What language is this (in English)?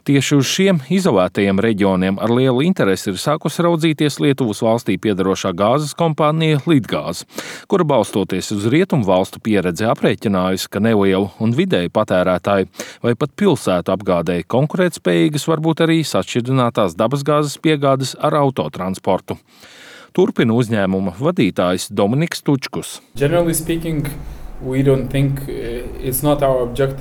Latvian